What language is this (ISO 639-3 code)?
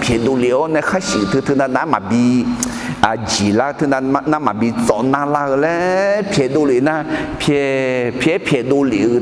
ahk